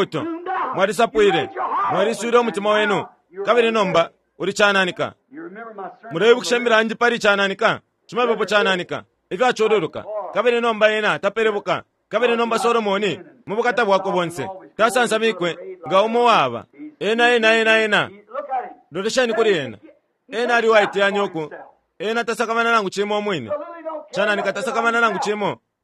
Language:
Bemba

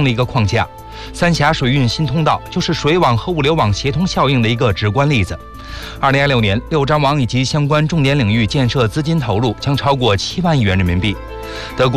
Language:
Chinese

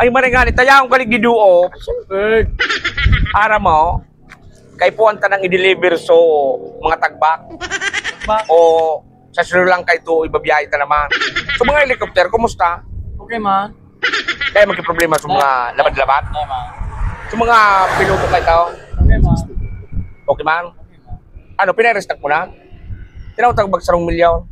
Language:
Bikol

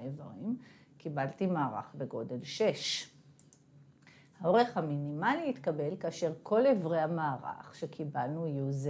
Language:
Hebrew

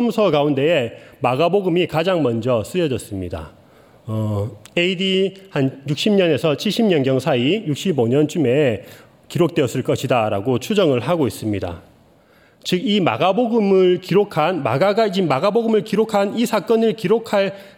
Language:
Korean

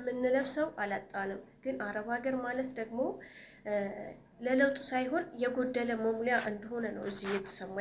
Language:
Amharic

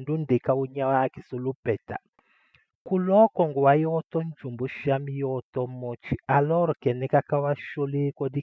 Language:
Tetela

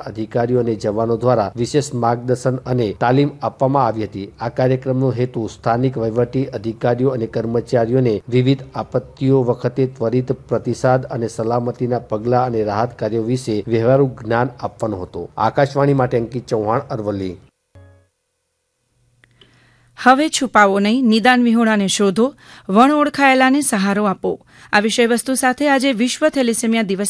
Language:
Gujarati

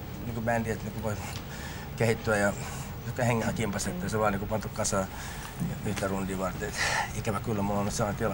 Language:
Finnish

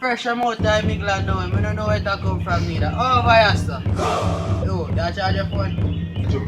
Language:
Jamaican Creole English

